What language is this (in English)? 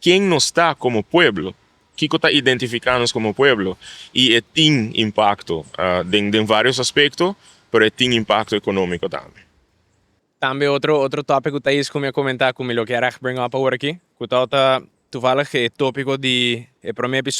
Papiamento